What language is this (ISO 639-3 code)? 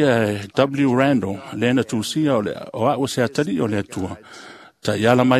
smo